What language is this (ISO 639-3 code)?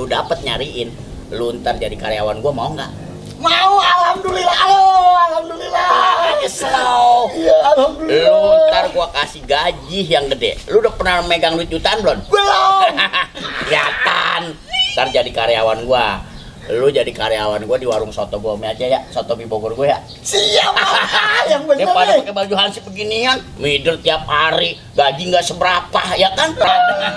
bew